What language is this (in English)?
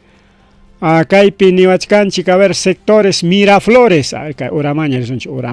Ayacucho Quechua